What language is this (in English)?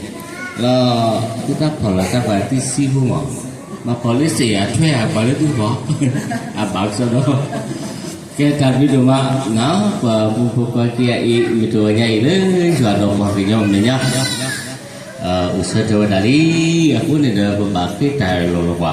S'gaw Karen